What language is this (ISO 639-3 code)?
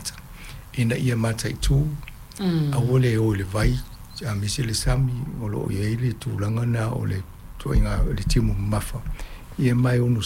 smo